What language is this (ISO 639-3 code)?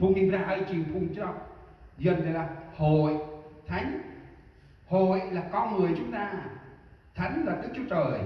cmo